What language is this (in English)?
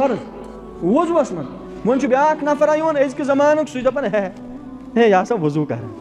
Kashmiri